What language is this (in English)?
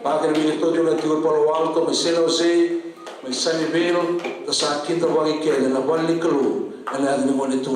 Fijian